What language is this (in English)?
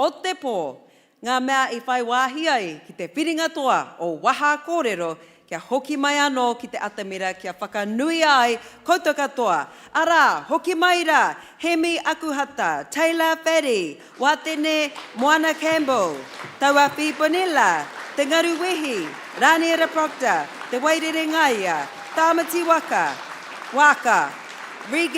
Māori